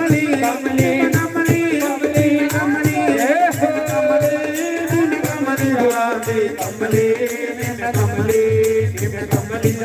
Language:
Dogri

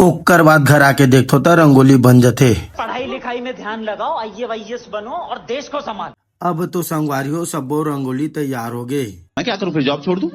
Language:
Chhattisgarhi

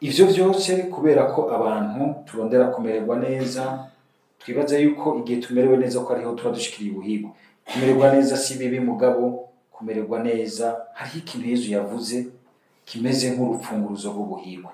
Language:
Rundi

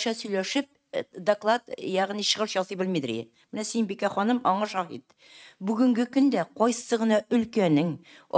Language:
Tatar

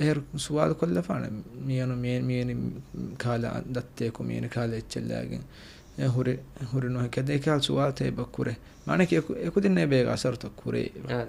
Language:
Divehi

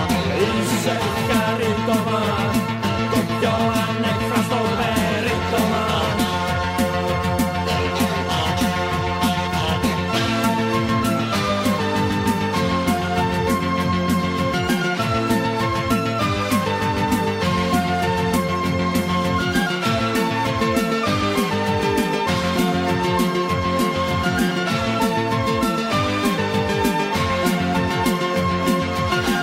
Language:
Greek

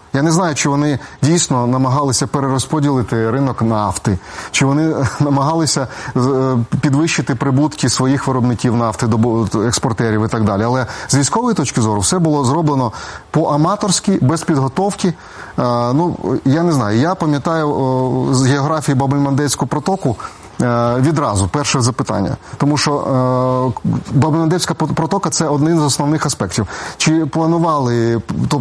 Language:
Ukrainian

